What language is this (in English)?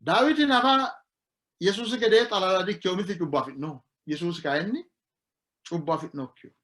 Sidamo